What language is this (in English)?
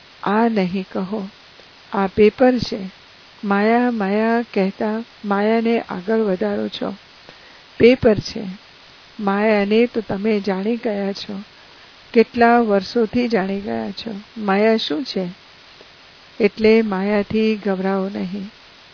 Gujarati